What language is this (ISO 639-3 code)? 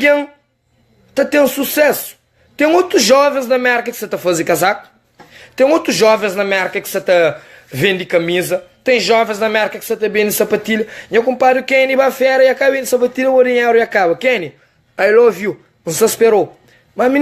kea